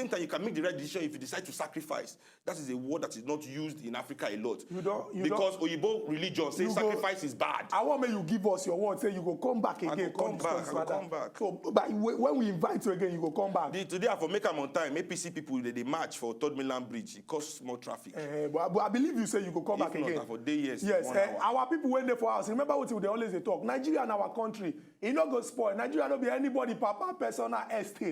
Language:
Nigerian Pidgin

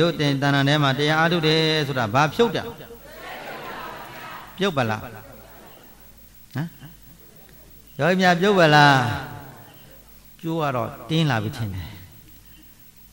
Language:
Burmese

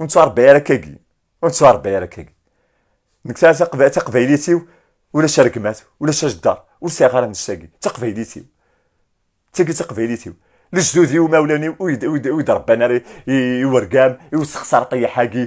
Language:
Kabyle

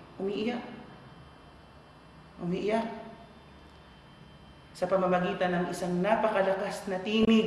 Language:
Filipino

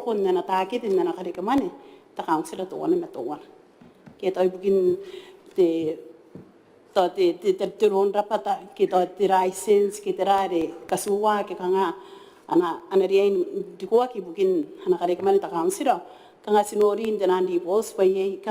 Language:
Gilbertese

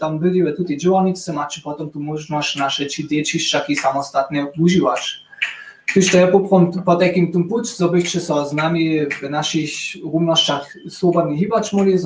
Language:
Upper Sorbian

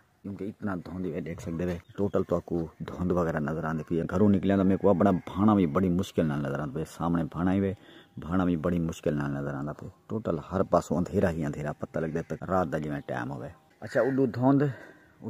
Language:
Saraiki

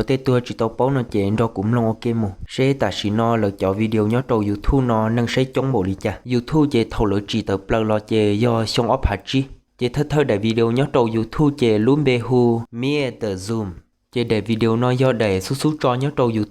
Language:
Hmong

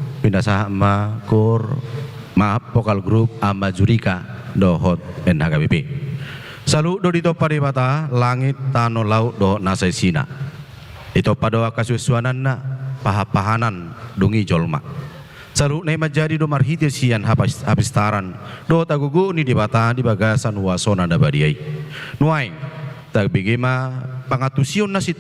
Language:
Batak Toba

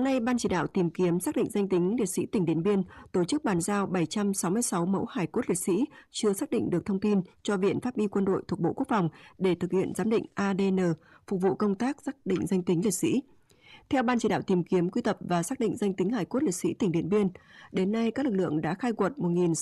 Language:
Vietnamese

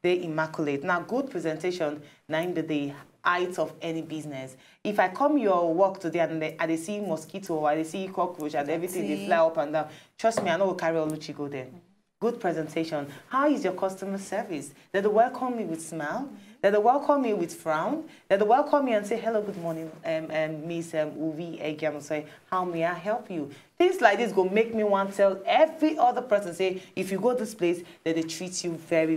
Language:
Nigerian Pidgin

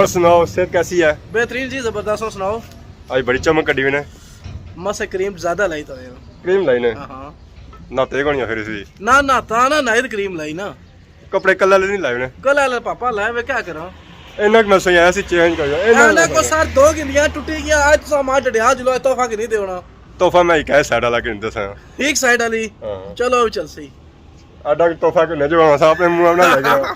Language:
Pahari-Potwari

